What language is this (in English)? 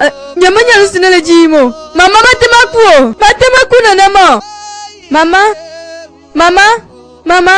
Gen